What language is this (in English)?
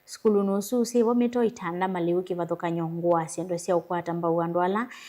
Kamba